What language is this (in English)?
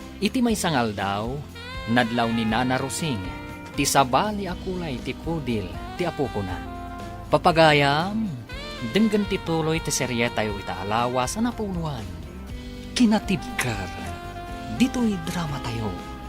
Iloko